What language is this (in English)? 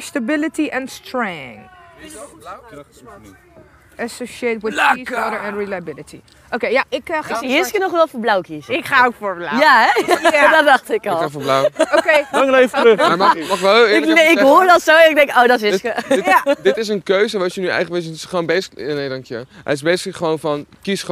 Dutch